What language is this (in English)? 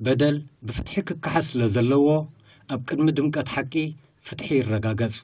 Tigrinya